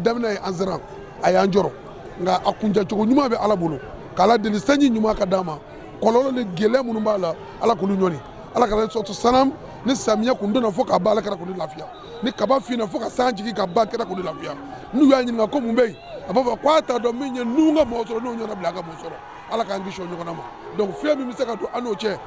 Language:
Bambara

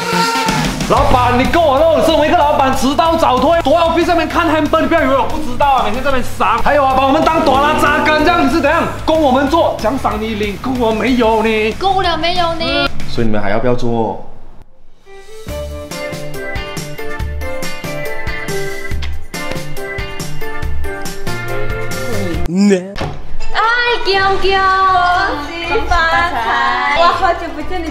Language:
Chinese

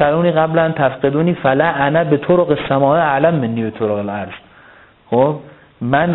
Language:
Persian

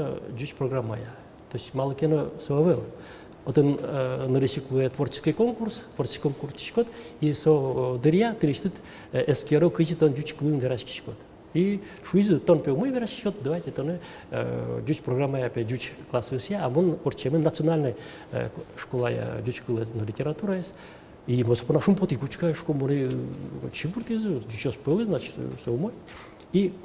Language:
Udmurt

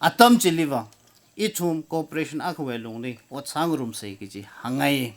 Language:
Tangkhul Naga (India)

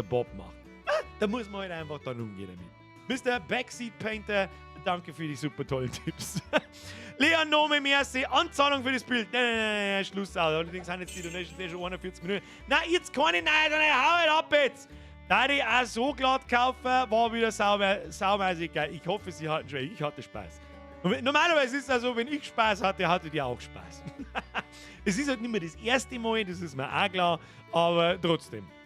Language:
Bavarian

